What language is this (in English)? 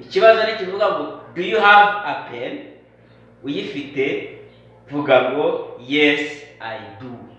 Kinyarwanda